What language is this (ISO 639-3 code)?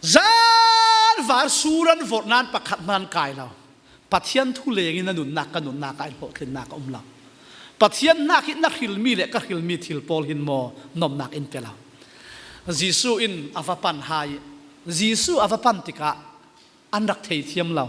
cfm